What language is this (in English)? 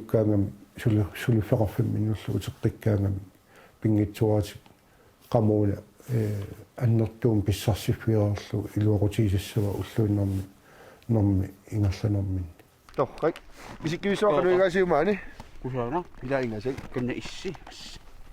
Kalaallisut